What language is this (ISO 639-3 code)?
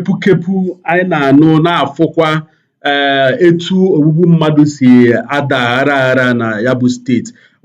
ibo